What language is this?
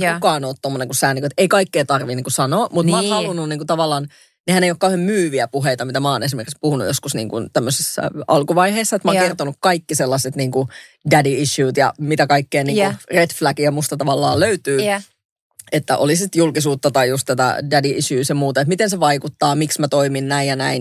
Finnish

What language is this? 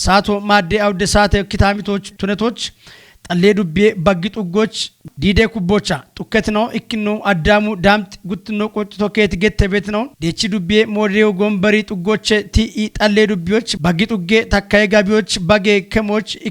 Kafa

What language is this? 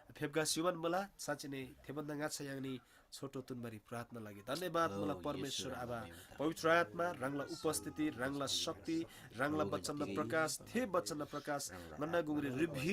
Eastern Tamang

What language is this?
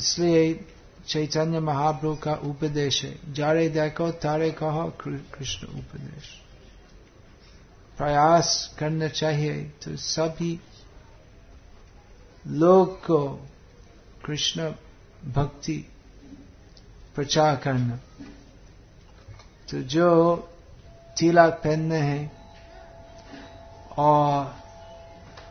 Hindi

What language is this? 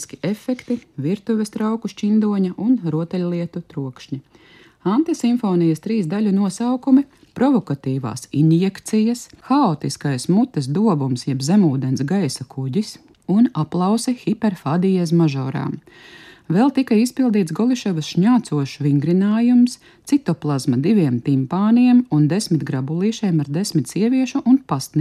Latvian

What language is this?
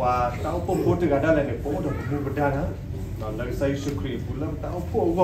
S'gaw Karen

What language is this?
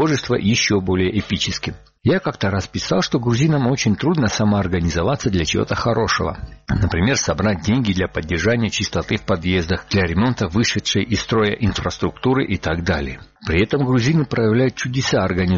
Russian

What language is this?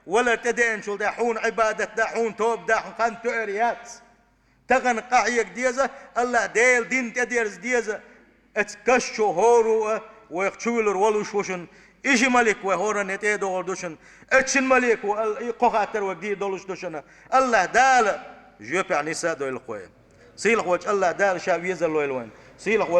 Chechen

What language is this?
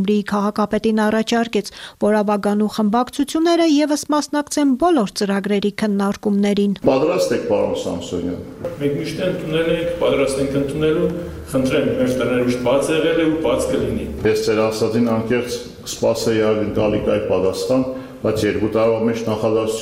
Armenian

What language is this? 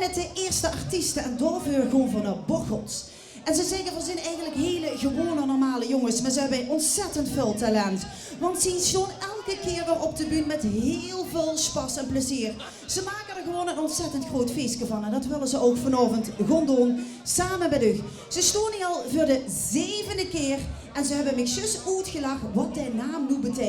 Limburgish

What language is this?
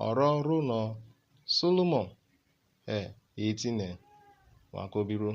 Urhobo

